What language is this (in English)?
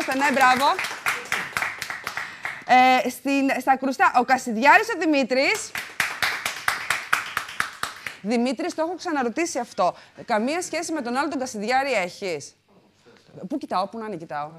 Greek